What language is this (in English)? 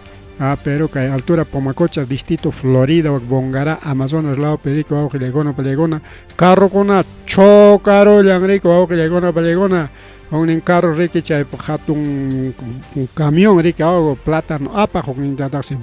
Ayacucho Quechua